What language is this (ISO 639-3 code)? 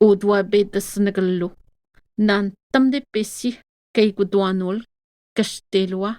atj